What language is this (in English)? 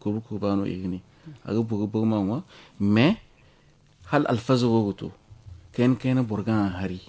Zarma